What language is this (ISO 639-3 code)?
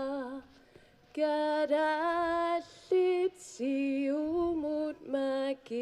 kal